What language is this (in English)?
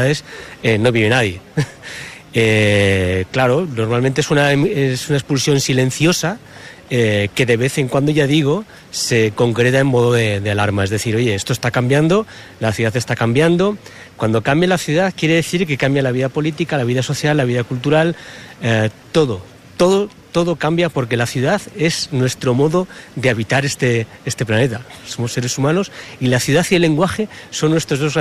Spanish